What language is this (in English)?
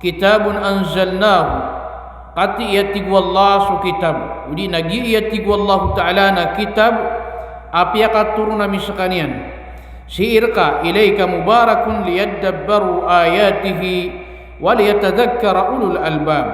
Maranao